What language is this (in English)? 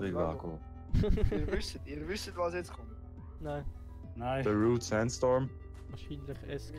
Swiss German